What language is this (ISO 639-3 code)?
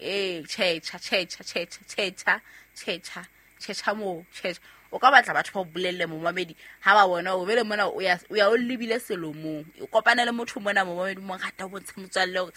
sot